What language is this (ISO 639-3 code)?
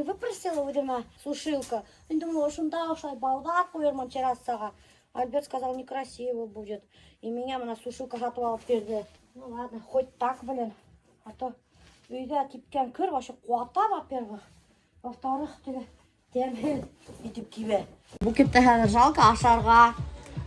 bak